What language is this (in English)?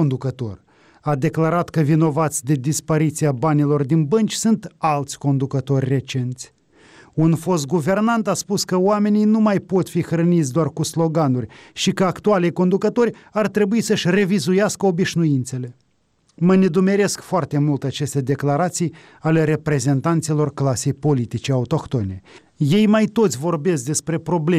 Romanian